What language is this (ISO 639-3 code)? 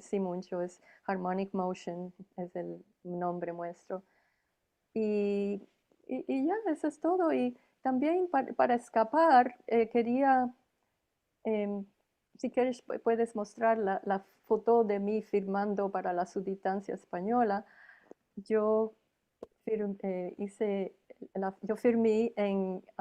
lad